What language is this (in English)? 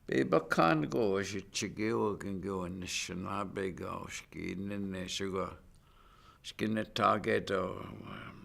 Chippewa